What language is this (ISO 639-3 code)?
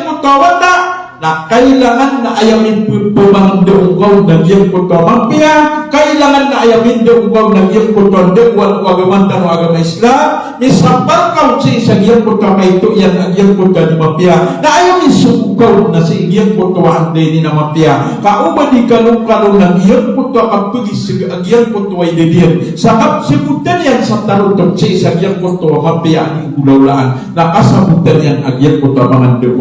mrw